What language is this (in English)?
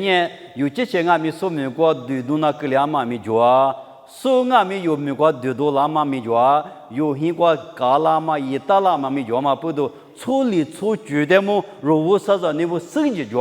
Lisu